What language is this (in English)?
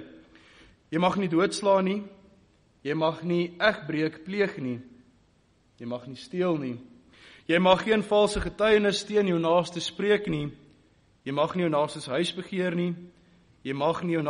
Afrikaans